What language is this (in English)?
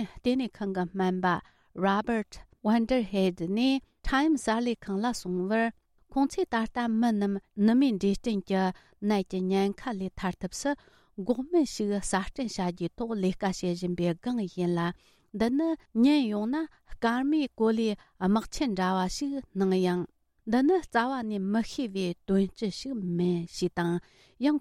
Tibetan